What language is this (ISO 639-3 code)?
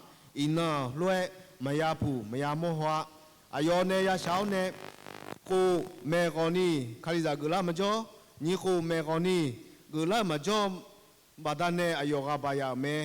ahk